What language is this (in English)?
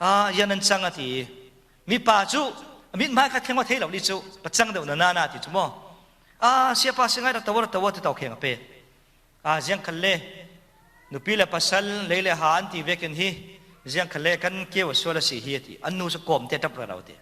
Falam Chin